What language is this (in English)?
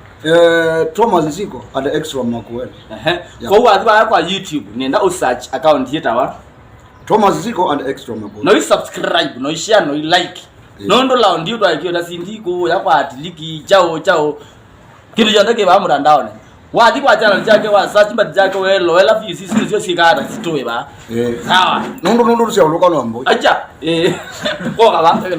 Kamba